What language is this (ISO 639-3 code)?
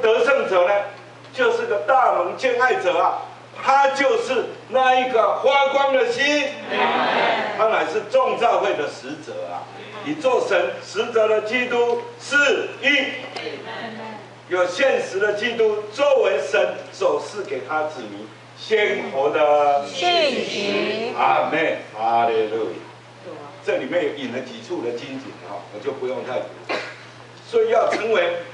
zho